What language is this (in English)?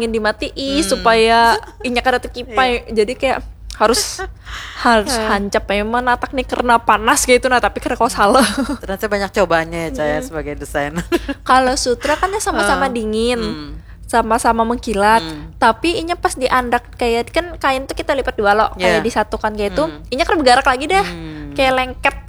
Banjar